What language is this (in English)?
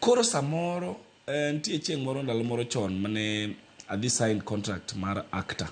Luo (Kenya and Tanzania)